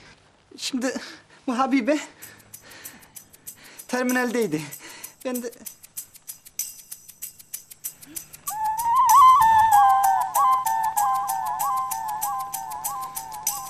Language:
Turkish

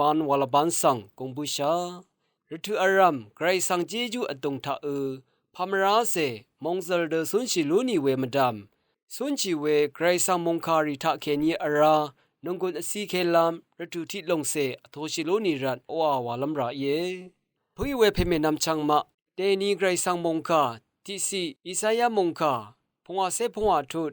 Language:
Rawang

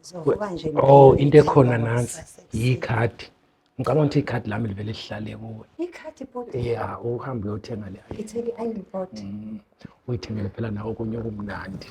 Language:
Zulu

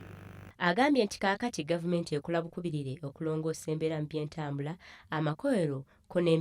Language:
Ganda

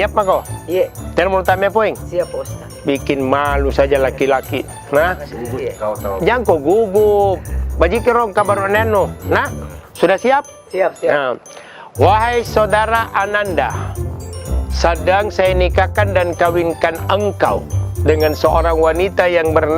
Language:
Makassar Malay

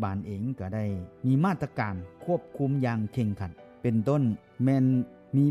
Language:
Lao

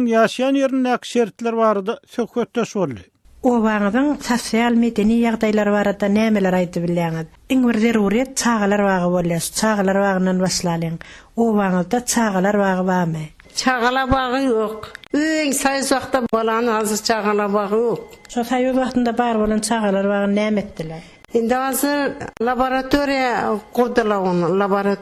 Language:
Turkmen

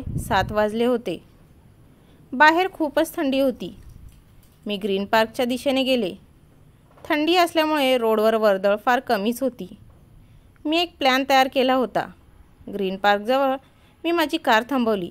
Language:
Marathi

